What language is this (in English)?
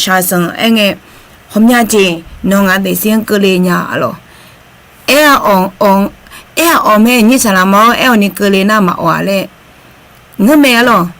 Akha